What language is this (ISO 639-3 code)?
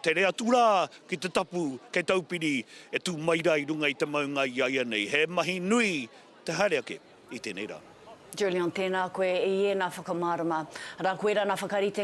mri